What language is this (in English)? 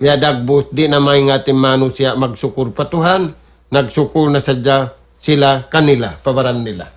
Tausug